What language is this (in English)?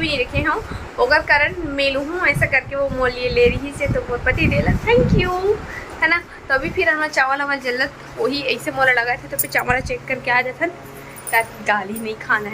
Chhattisgarhi